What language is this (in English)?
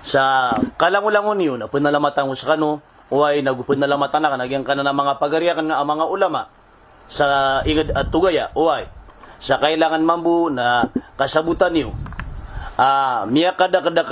Maranao